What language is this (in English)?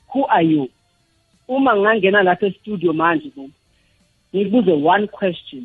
South Ndebele